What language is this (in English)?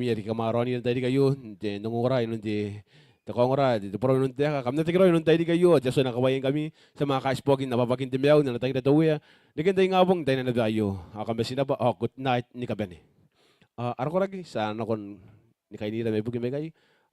Gilbertese